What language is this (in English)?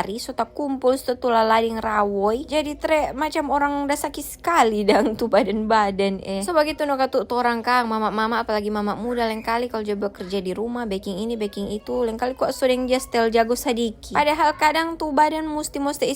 Manado Malay